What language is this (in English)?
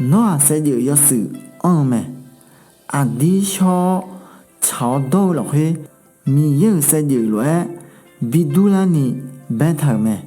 Akha